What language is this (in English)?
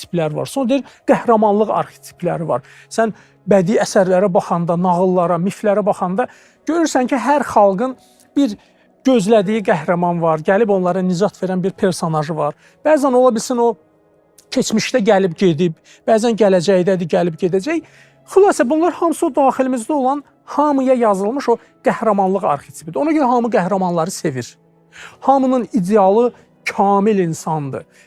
Azerbaijani